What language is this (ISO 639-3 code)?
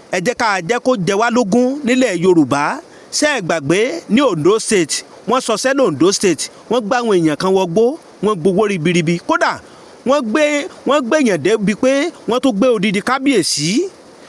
yor